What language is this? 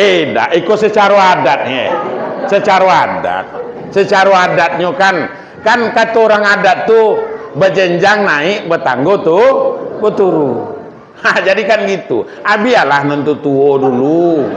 Minangkabau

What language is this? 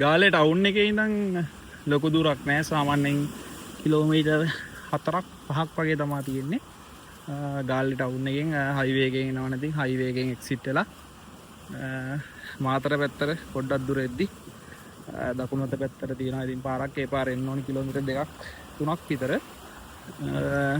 Sinhala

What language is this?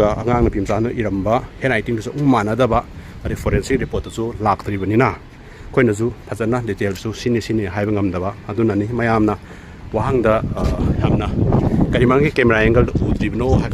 Manipuri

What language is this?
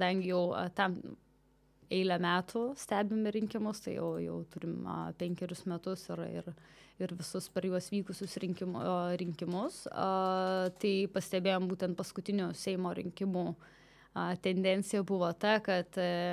Lithuanian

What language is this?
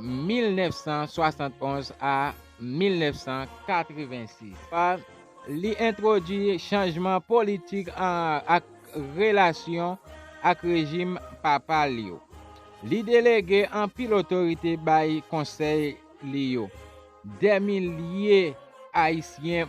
Haitian Creole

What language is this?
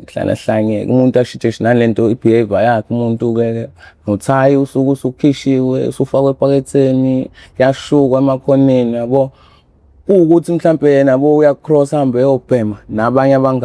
Zulu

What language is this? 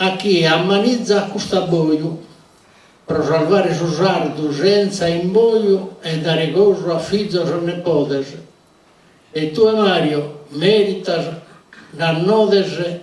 Sardinian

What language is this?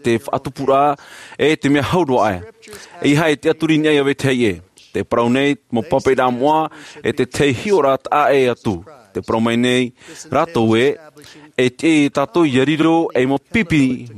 Tahitian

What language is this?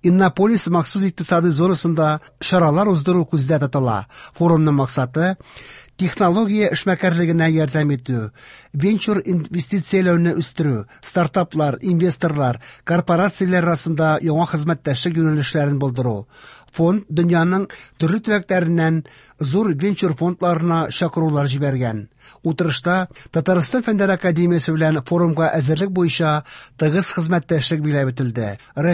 Tatar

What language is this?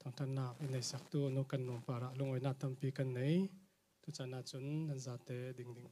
Falam Chin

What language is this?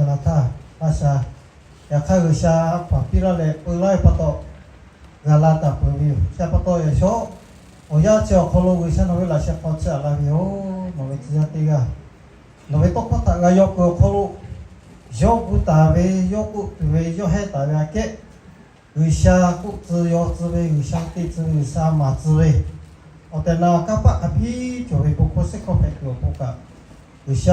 Lahu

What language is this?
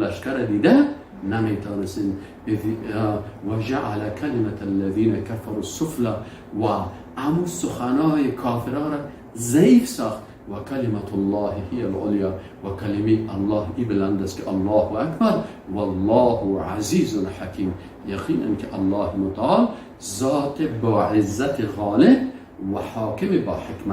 Persian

